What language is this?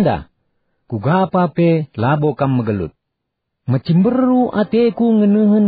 Batak Karo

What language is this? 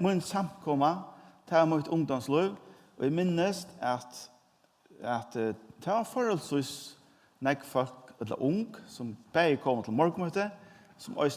Faroese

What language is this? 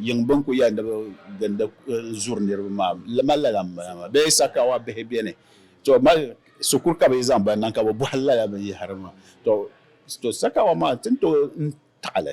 Dagbani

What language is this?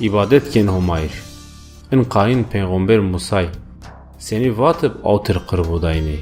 Zaza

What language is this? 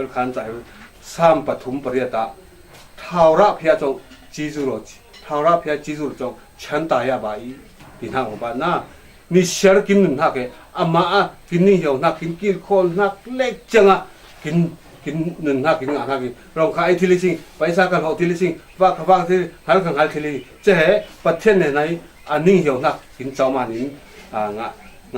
Falam Chin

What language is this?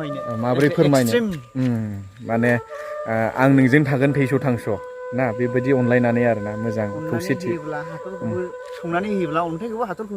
Bodo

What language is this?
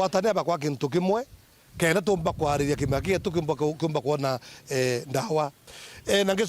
Meru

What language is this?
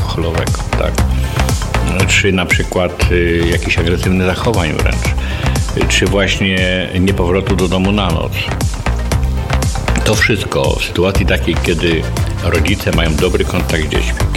Polish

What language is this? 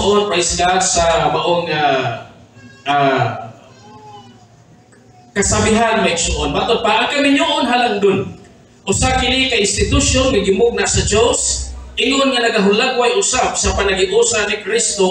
Cebuano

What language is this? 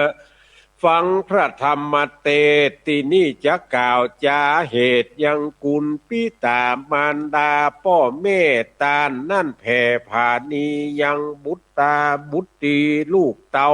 Northern Thai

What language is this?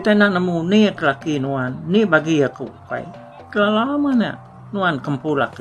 Iban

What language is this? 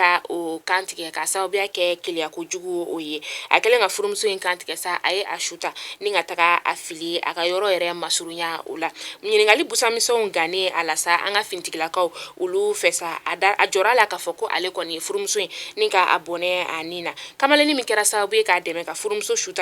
Bambara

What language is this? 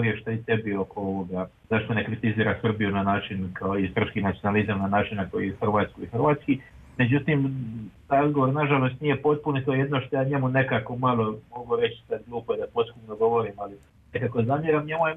Serbian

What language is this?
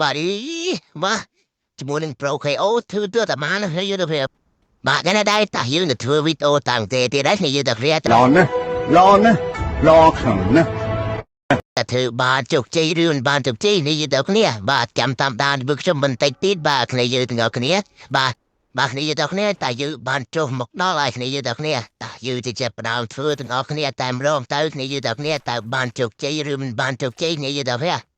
Khmer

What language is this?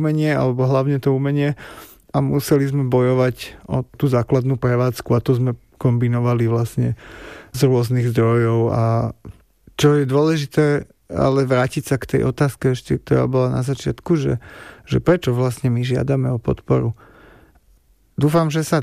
Slovak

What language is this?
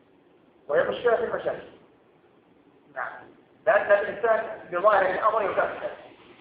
Arabic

